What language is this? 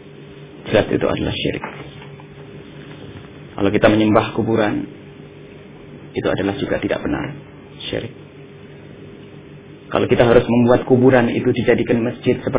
Indonesian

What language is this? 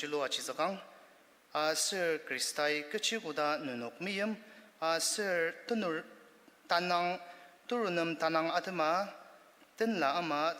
Ao Naga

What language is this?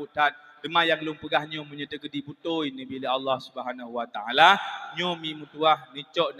Achinese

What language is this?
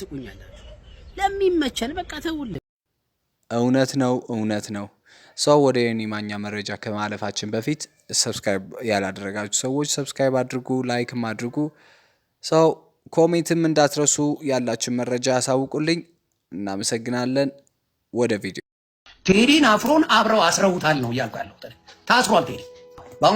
Amharic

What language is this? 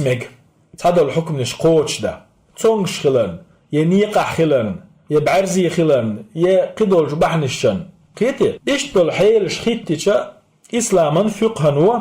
Chechen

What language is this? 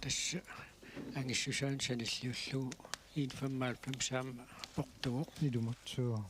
Kalaallisut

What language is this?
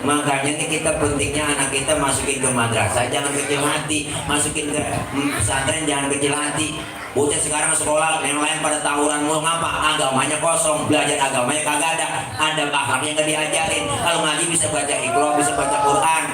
Betawi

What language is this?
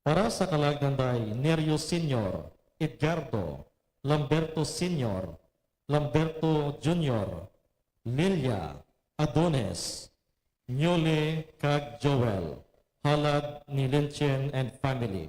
Hiligaynon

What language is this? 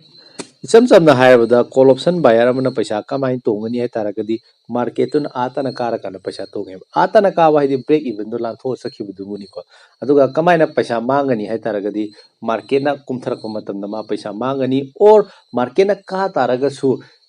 Manipuri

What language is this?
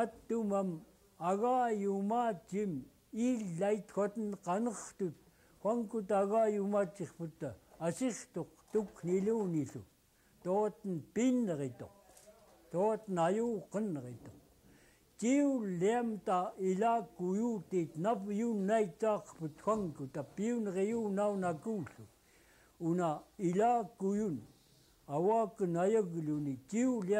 Central Yupik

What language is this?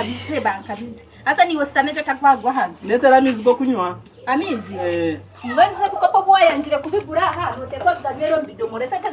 Nyankole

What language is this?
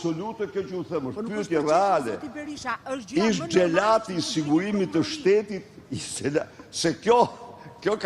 Albanian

